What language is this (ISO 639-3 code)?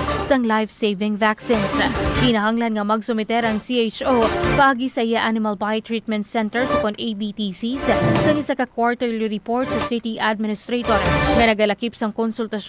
hil